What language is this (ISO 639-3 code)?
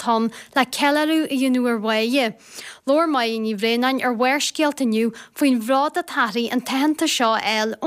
gle